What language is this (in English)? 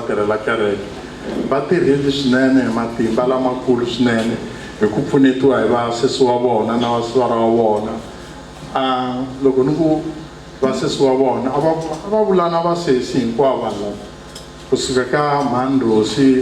Tsonga